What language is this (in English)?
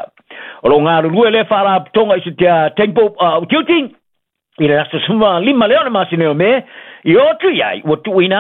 Samoan